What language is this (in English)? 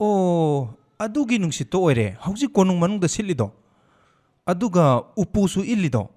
Manipuri